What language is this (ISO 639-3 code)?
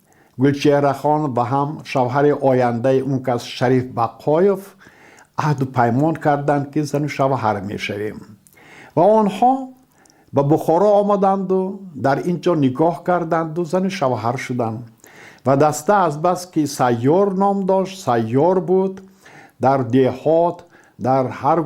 tgk